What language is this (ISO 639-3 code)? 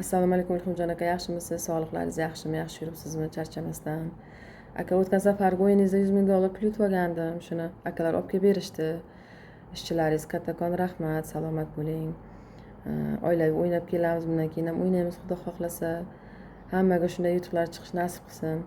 uzb